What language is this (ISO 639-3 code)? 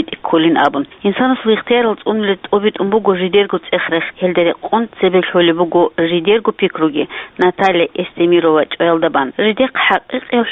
ava